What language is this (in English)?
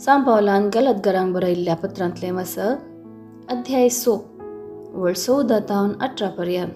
Konkani